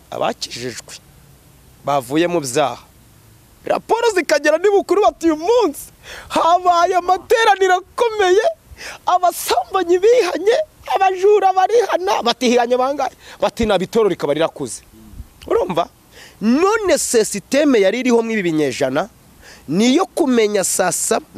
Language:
Kinyarwanda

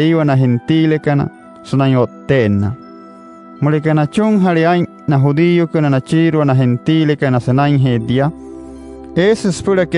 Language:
Wayuu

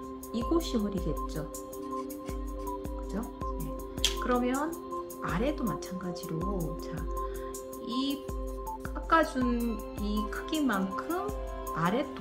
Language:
Korean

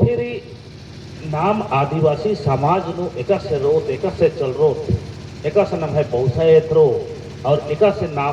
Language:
Kurukh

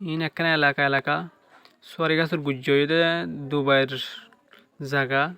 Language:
Rohingya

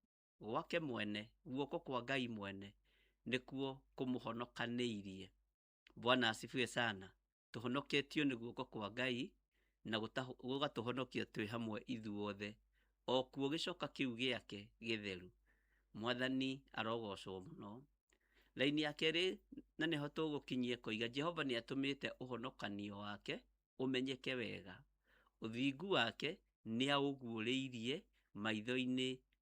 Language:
Kikuyu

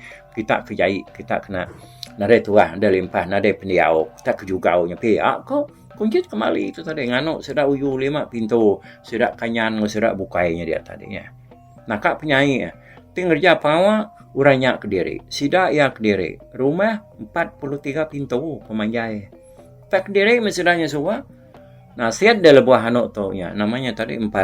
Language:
Iban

